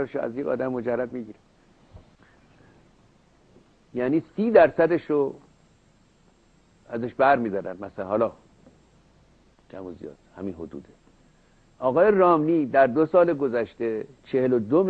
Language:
Persian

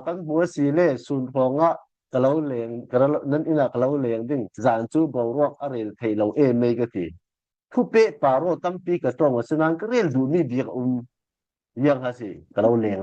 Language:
Falam Chin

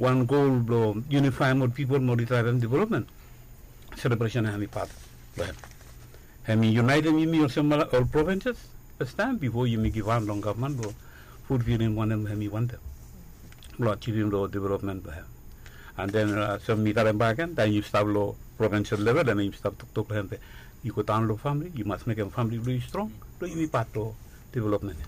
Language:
Bislama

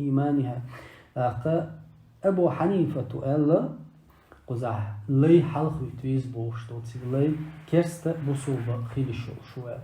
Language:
Chechen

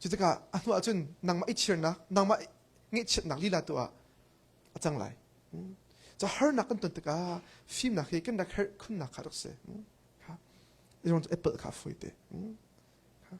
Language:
Hakha Chin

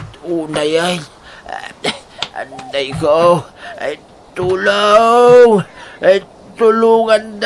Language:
Iloko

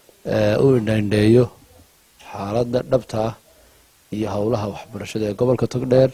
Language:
Somali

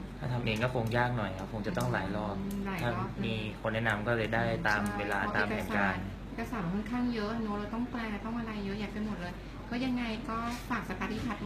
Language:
Thai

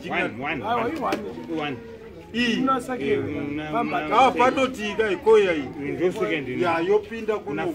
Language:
Shona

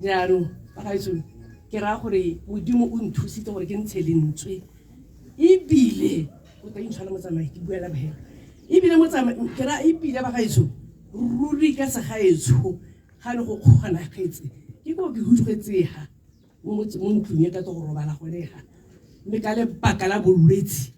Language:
Tswana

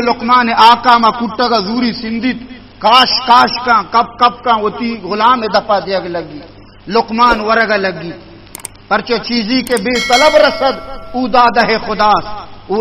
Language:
Eastern Balochi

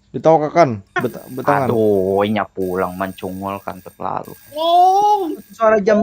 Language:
Banjar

